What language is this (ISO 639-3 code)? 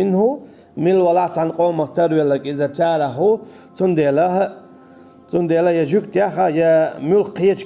che